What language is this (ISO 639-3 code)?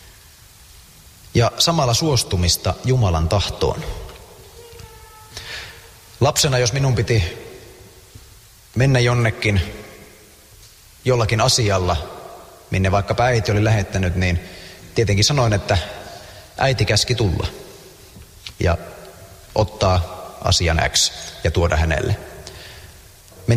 fin